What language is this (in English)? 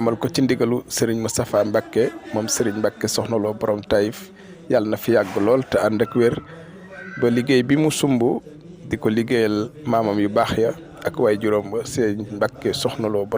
Wolof